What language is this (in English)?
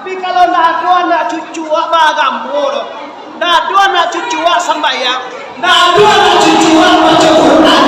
Minangkabau